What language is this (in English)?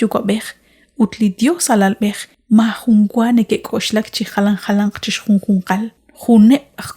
Kekchí